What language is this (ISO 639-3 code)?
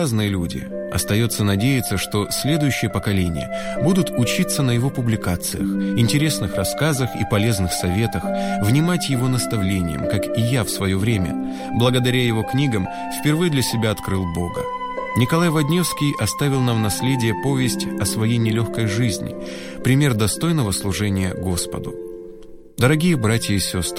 rus